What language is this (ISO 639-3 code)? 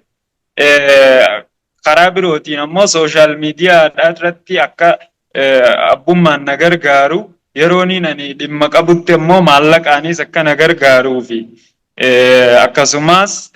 orm